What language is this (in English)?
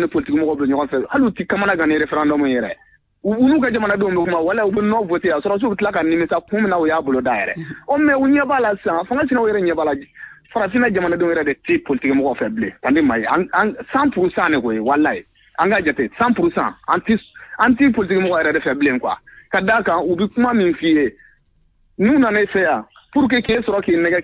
Bambara